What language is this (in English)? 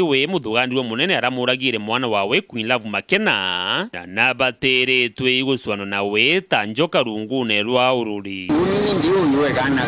Meru